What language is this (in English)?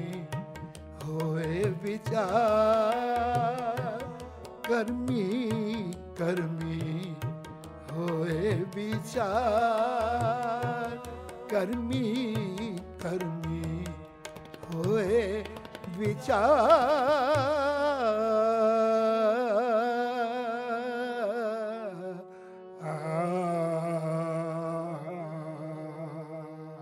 Punjabi